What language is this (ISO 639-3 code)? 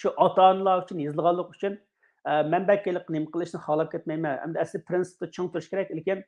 uig